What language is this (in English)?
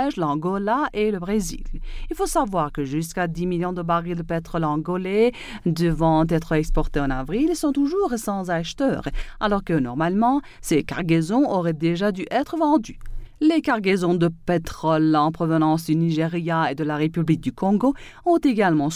French